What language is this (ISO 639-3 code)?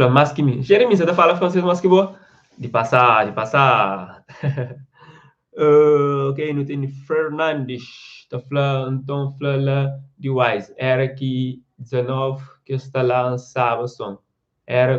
kea